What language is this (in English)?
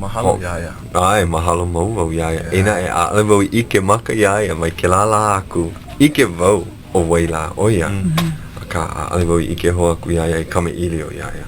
Hawaiian